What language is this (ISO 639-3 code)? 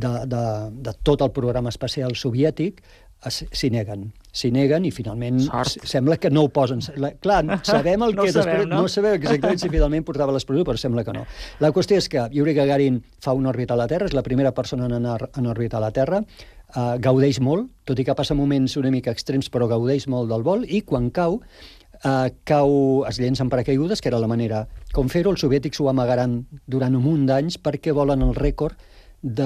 cat